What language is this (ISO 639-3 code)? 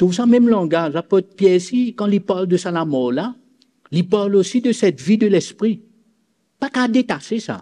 mfe